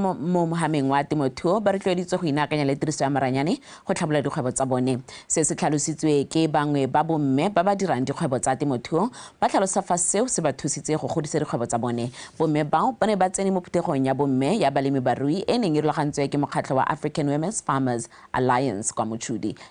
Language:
Tswana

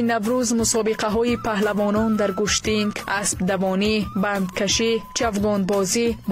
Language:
Tajik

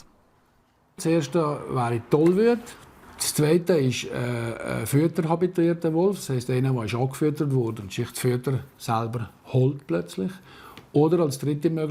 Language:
Romansh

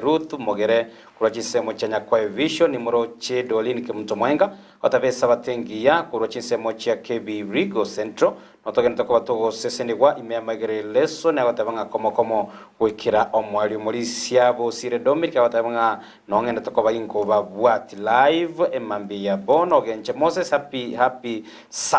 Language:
Gusii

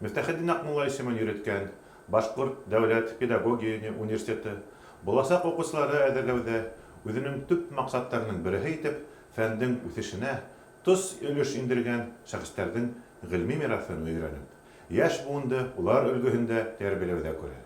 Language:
Bashkir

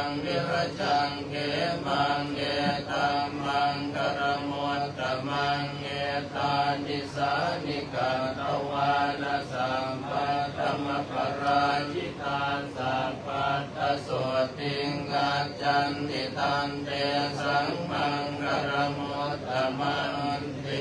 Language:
Pali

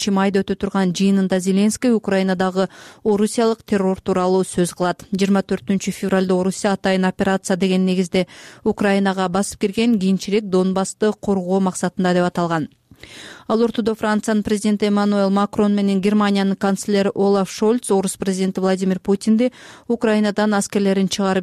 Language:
Kyrgyz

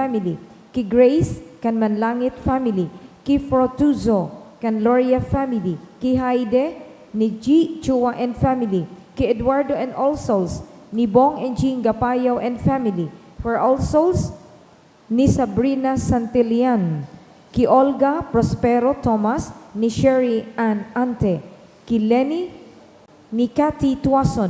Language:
Bikol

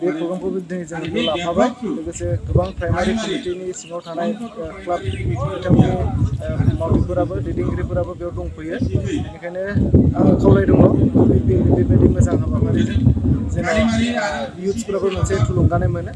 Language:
Bodo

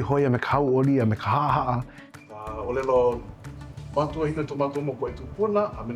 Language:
Hawaiian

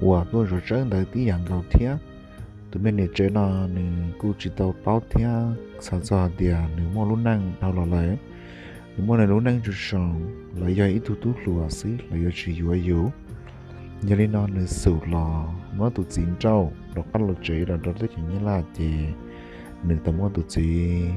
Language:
Hmong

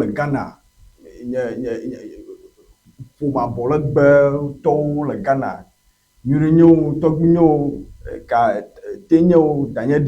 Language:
Ewe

